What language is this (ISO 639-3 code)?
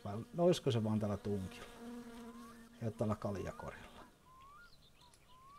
fin